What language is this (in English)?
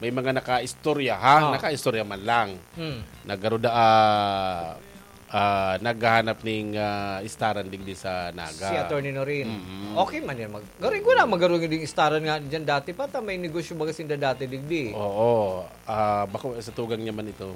Bikol